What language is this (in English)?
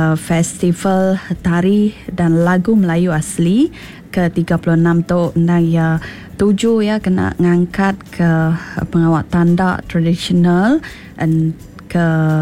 Iban